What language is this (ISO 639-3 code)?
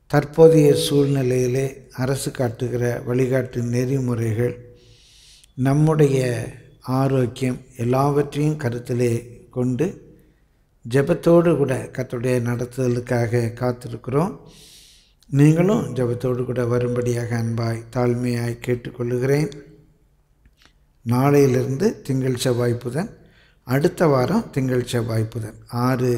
tam